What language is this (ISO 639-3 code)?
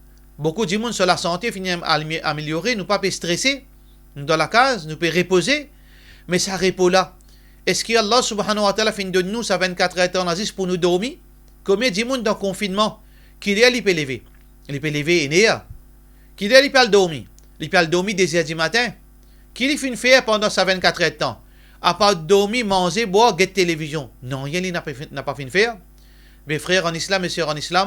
mfe